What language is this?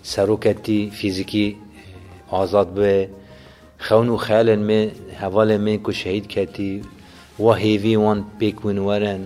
Kurdish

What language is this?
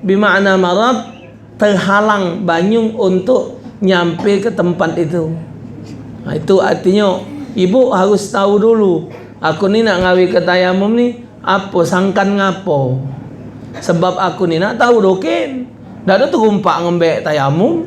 Musi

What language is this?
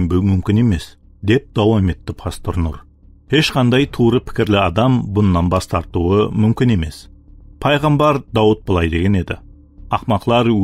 Kara-Kalpak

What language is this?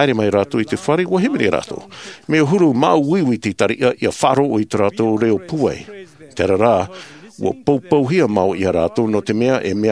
Tahitian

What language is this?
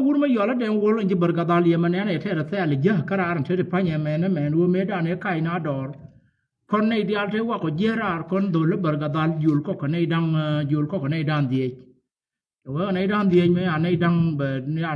Nuer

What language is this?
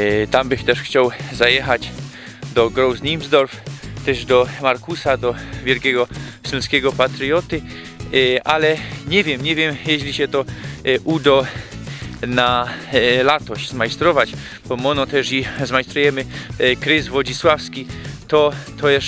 Silesian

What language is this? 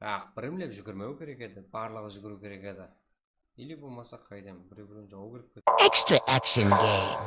Kara-Kalpak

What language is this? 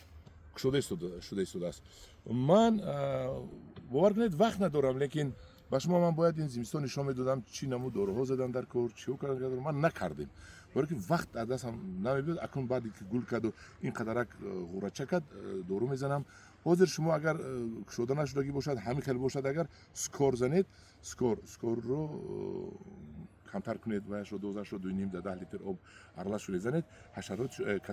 Tajik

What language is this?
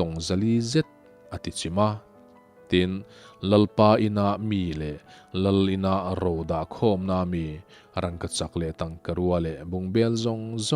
Mizo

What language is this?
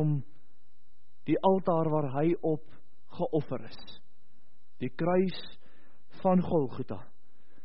Afrikaans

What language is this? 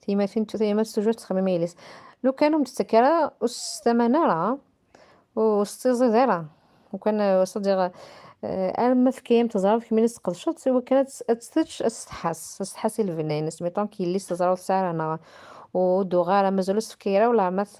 Kabyle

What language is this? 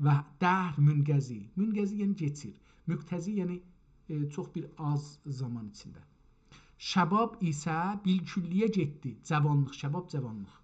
South Azerbaijani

